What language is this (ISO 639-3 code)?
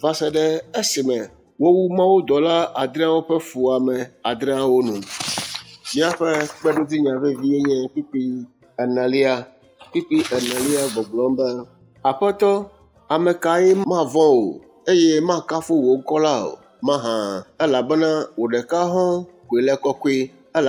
ewe